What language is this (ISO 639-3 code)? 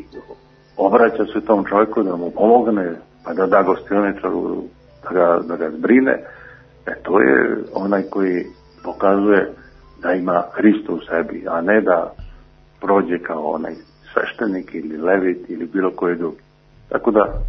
srp